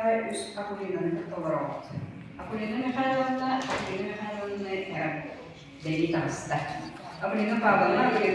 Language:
Yakut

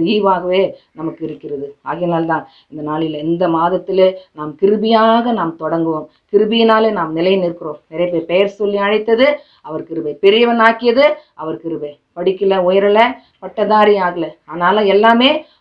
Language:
Tamil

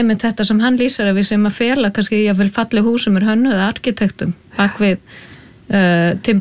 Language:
Icelandic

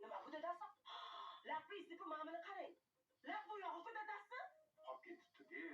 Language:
Uzbek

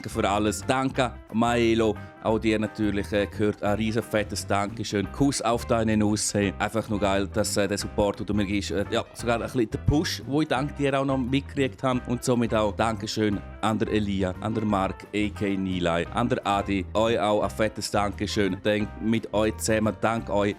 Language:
Swiss German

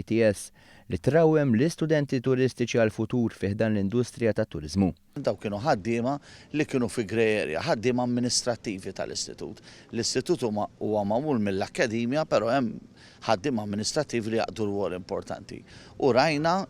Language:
Maltese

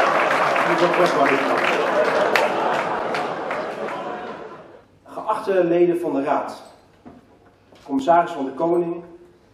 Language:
Dutch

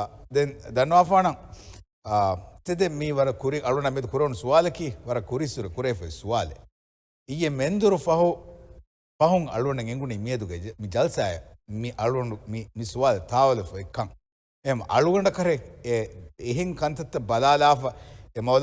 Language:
Divehi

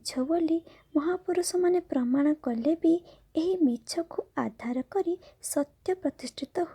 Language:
Odia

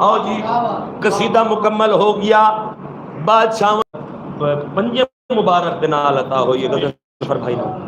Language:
Saraiki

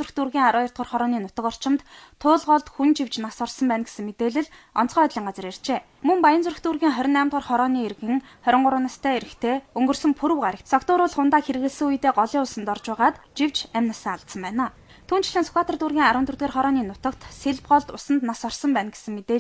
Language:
Mongolian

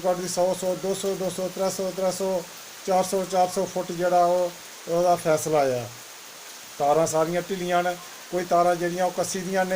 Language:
Dogri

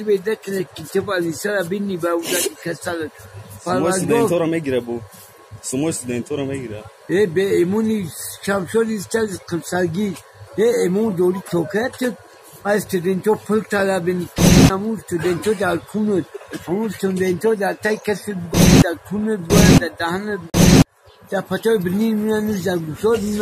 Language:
Tajik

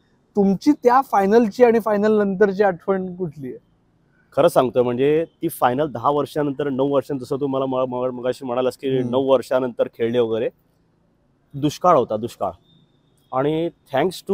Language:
Marathi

